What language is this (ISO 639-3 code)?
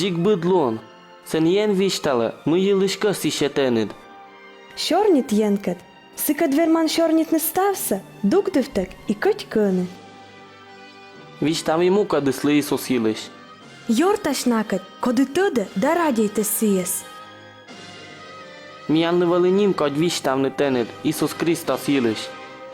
kom